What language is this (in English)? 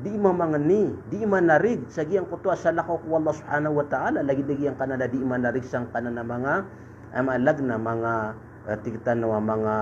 Maranao